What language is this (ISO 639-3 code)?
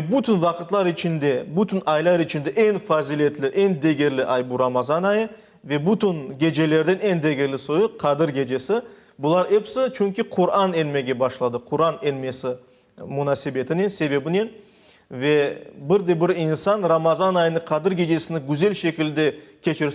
crh